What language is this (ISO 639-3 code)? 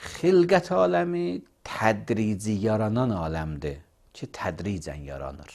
aze